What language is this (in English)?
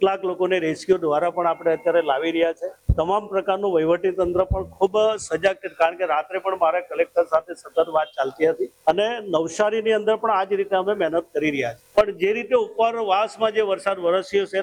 Gujarati